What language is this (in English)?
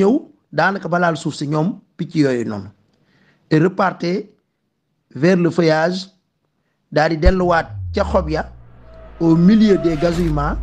Wolof